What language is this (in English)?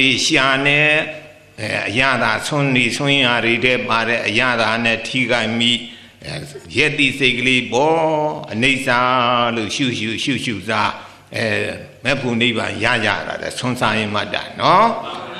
Burmese